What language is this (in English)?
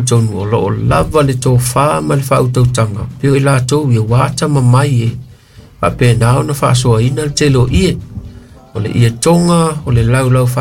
Samoan